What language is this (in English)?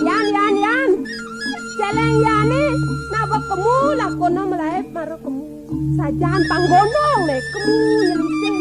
Balinese